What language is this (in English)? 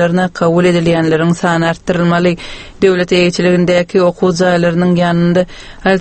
Turkmen